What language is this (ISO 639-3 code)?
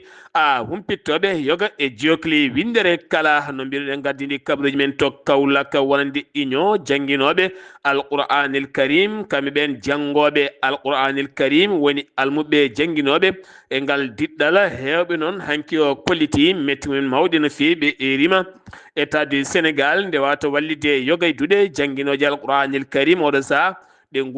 ful